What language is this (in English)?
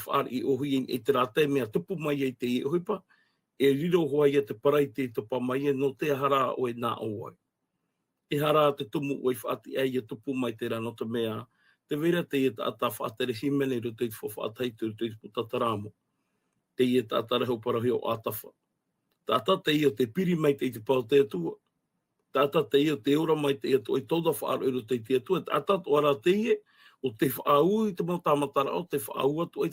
Tahitian